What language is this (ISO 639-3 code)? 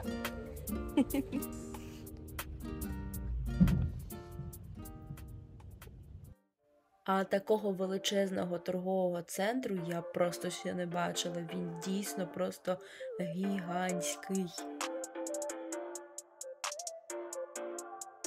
ukr